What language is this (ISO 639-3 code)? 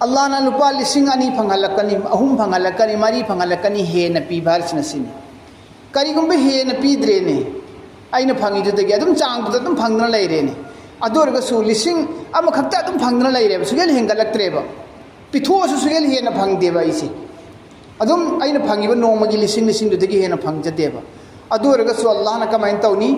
mni